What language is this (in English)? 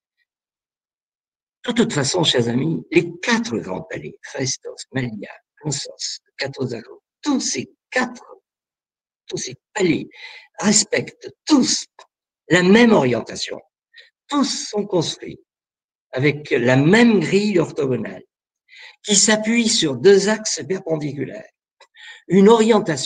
French